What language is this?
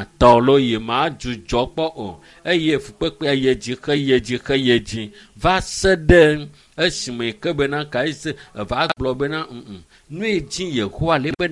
Ewe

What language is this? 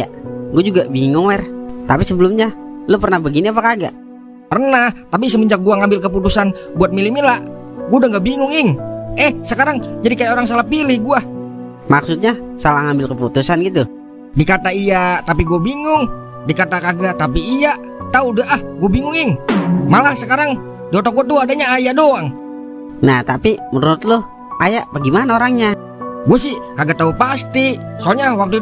Betawi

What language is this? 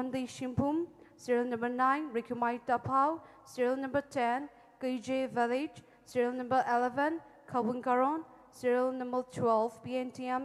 Poumei Naga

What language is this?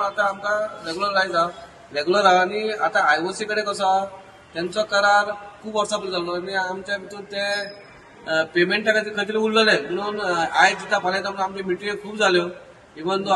Konkani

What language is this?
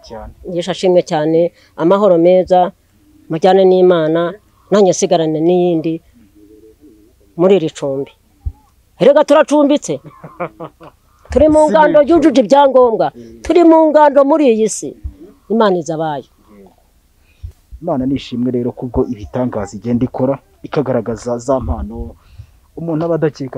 Kinyarwanda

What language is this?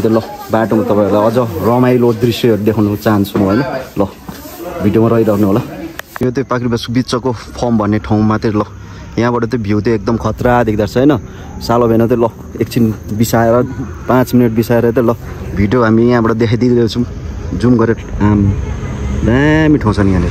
Nepali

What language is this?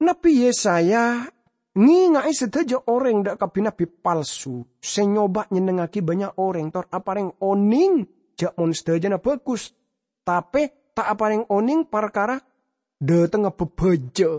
Madurese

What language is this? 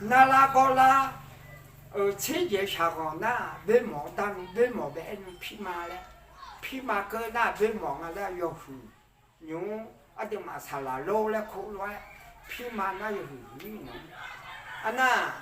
Akha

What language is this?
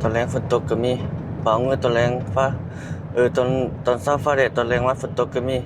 Lao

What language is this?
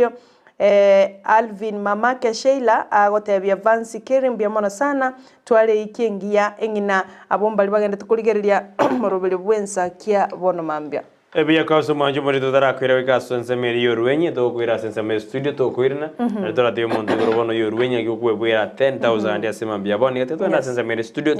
Gusii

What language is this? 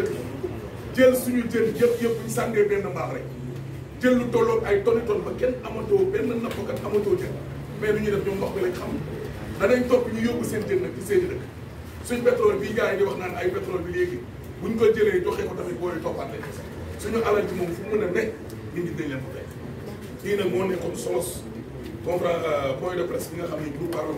Wolof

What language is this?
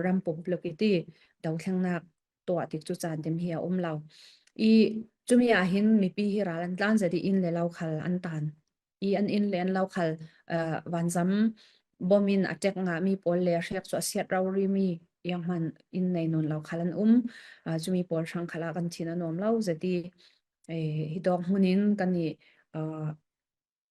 Falam Chin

